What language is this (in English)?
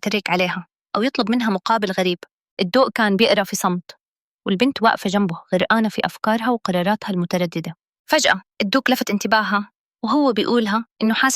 Egyptian Arabic